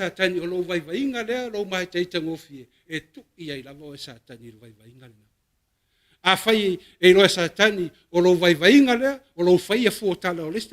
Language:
Samoan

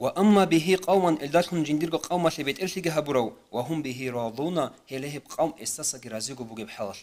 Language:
Avaric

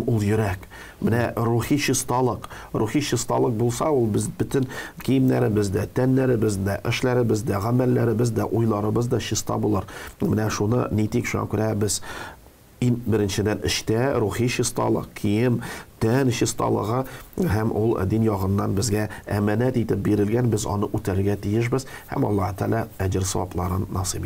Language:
Tatar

